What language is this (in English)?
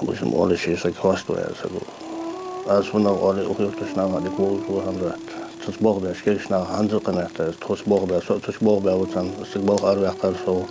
Ingush